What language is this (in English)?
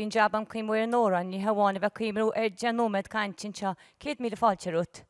Irish